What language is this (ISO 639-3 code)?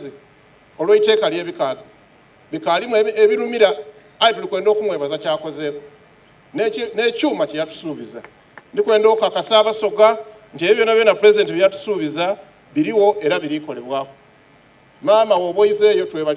xog